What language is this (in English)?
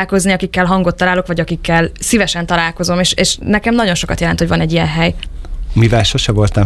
Hungarian